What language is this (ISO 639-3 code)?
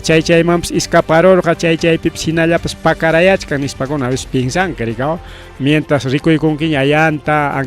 quy